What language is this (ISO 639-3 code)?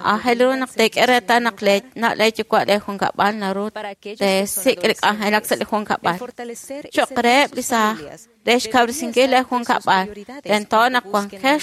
kek